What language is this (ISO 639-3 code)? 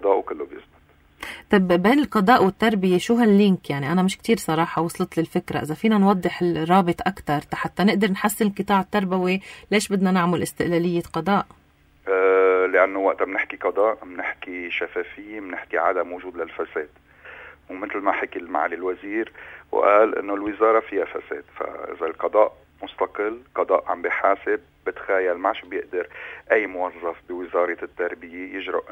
apc